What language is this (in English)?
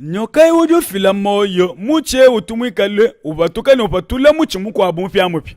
Luba-Lulua